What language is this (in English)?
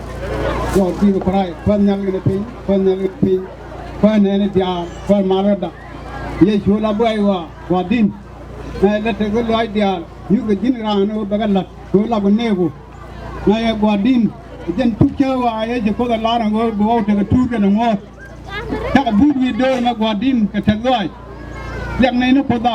Nuer